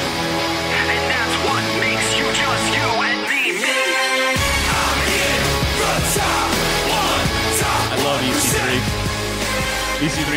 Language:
English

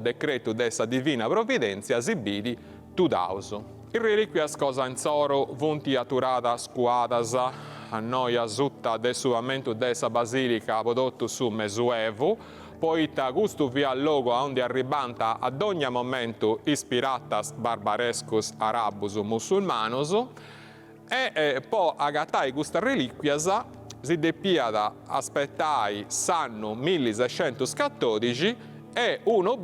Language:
Sardinian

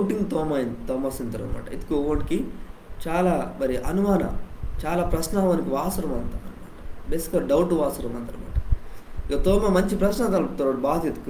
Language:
Koya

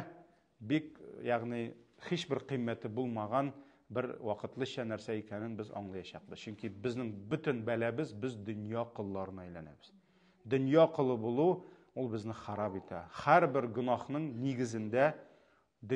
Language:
Tatar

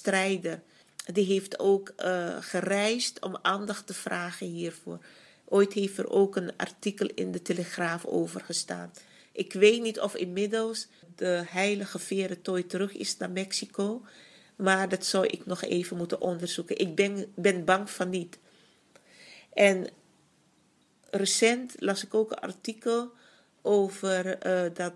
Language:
Dutch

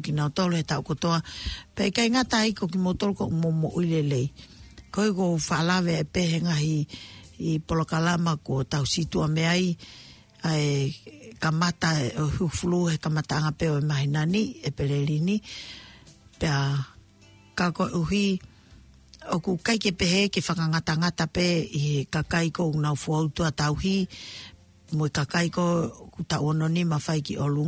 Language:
Tongan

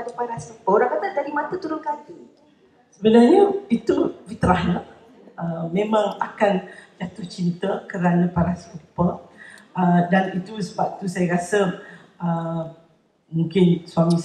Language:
Malay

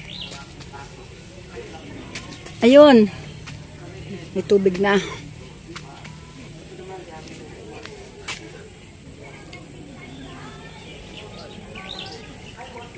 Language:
Filipino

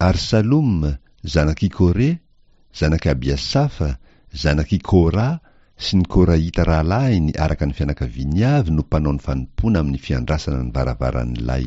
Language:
Malagasy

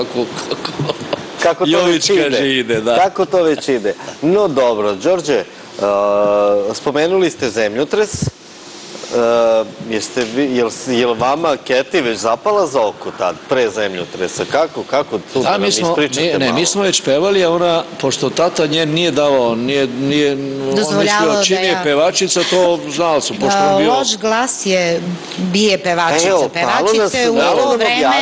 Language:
Serbian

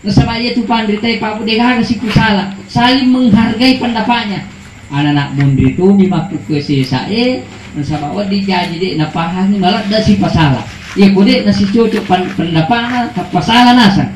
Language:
Buginese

